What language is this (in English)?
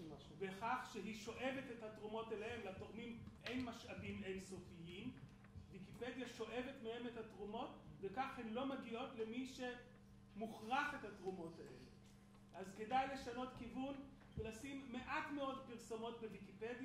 Hebrew